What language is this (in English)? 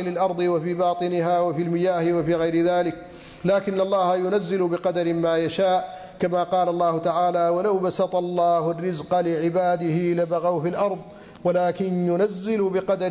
Arabic